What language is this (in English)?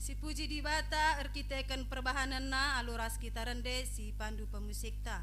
Batak Karo